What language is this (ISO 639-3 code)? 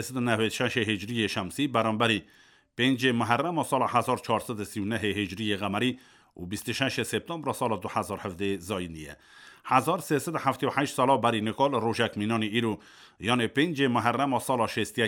kur